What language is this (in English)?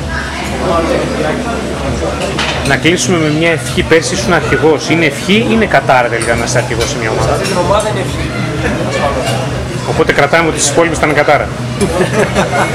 Greek